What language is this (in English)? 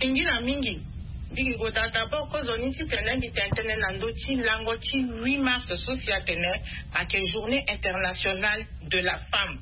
Sango